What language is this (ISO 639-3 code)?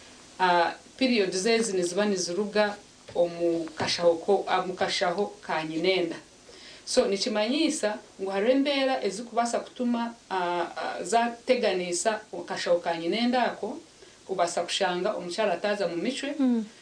nyn